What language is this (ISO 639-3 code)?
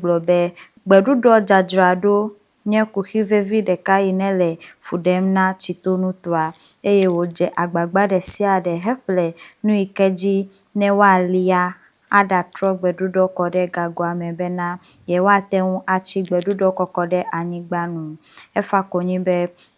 ewe